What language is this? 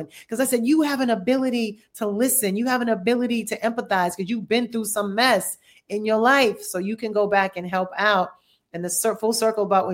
English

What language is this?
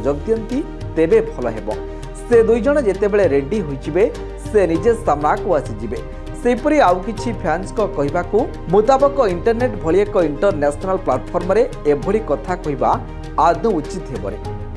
Odia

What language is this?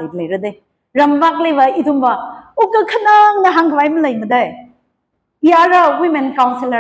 Tangkhul Naga (India)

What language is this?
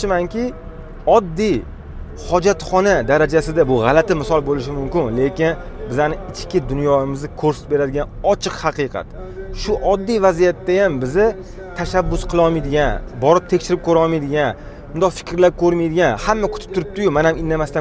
Uzbek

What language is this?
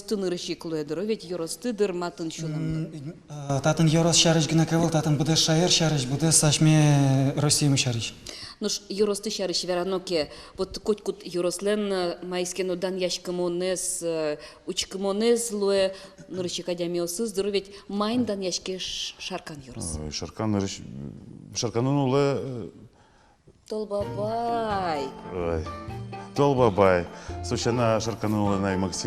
Udmurt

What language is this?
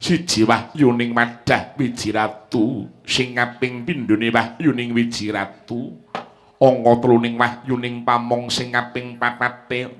Javanese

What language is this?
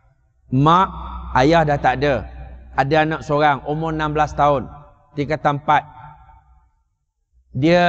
Malay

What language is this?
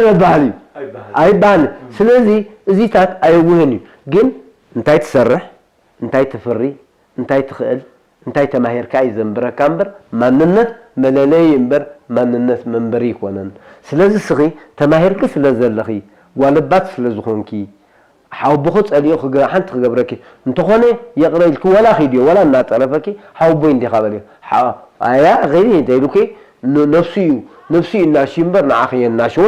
Tigrinya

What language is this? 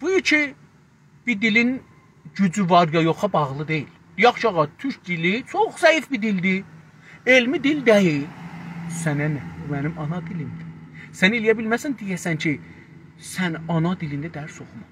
South Azerbaijani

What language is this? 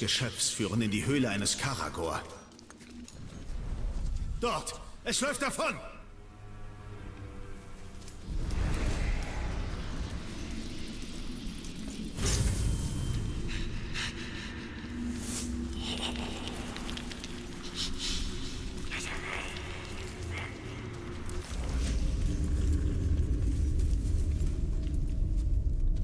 German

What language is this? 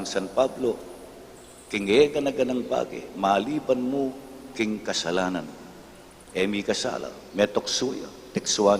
Pampanga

